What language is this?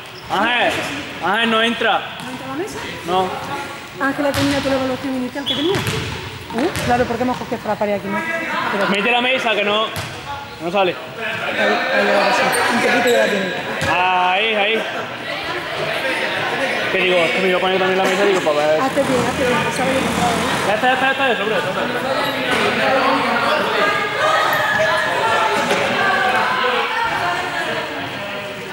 Spanish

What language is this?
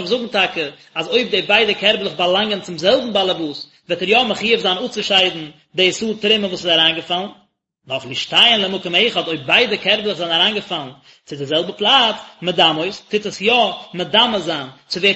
Yiddish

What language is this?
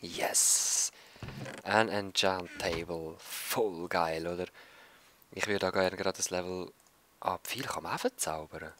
Swiss German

